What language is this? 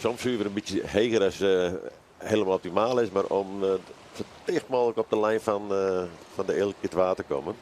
Western Frisian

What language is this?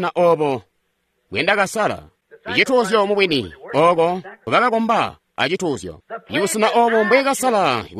Tonga (Zambia)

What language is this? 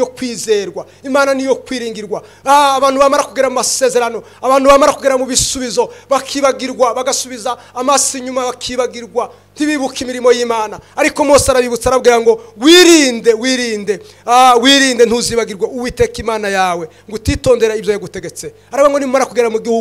Kinyarwanda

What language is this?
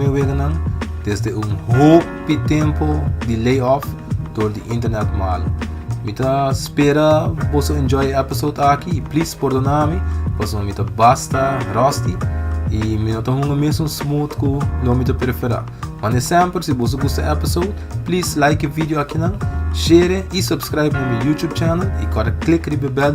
Papiamento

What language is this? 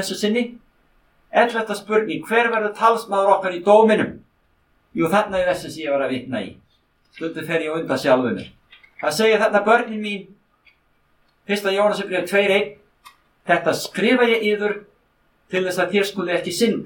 Icelandic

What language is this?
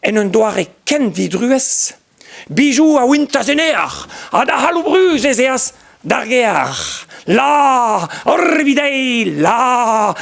Breton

